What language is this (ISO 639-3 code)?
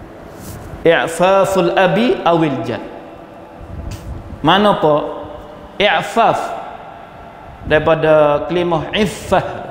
msa